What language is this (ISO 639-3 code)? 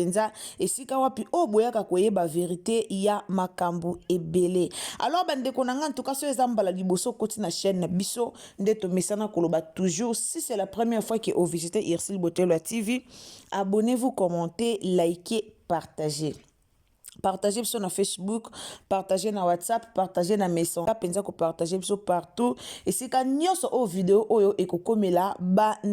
lin